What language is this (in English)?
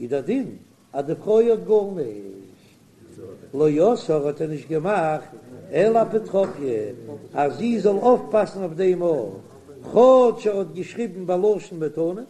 Yiddish